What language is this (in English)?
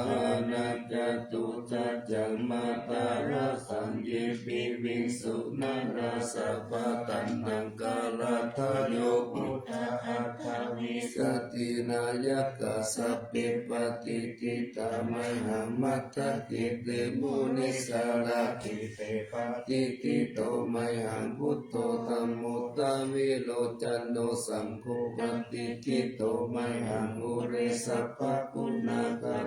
Pali